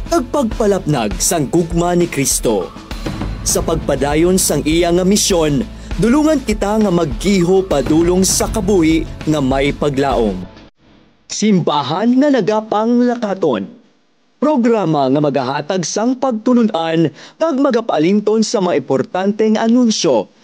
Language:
Hiligaynon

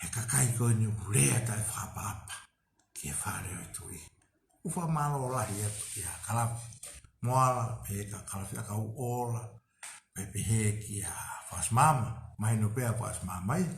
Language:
Tongan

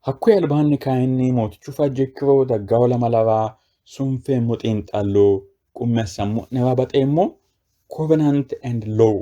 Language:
Sidamo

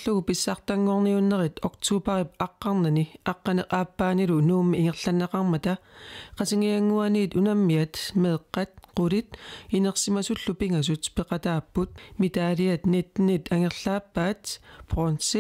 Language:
Kalaallisut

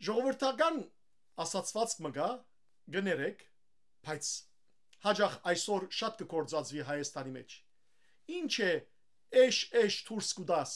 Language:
Western Armenian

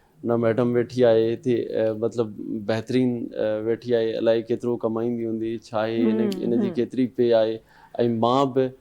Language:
Sindhi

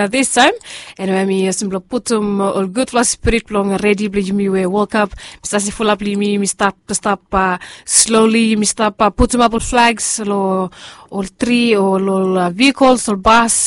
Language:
Bislama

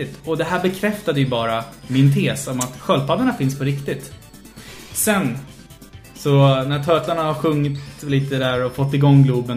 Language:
Swedish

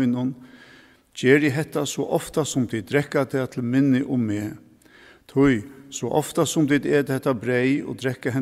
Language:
Faroese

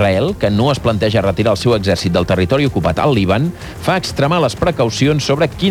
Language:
Catalan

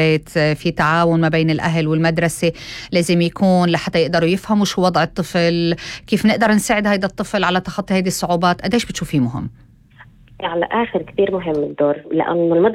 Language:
North Levantine Arabic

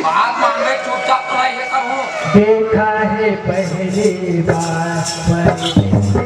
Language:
Chhattisgarhi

